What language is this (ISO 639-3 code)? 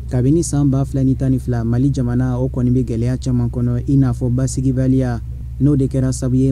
bam